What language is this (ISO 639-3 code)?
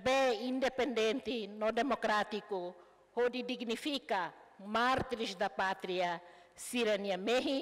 tet